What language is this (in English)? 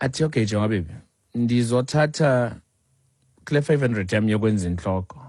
Xhosa